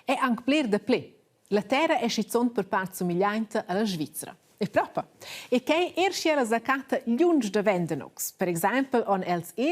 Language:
Romansh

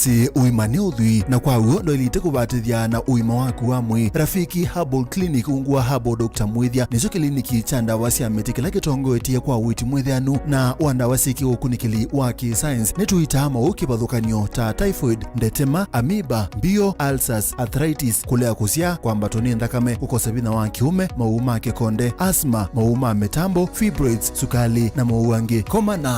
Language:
Kamba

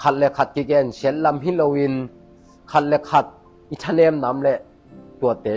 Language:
Tedim Chin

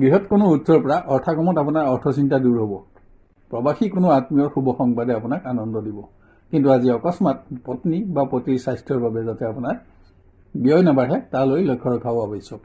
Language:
Assamese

